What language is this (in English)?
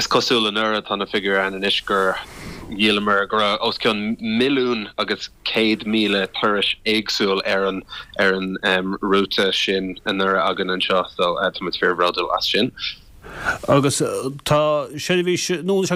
Irish